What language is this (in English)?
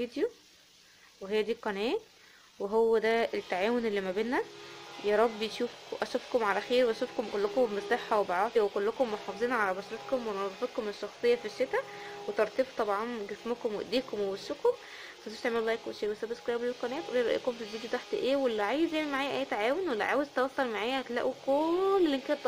Egyptian Arabic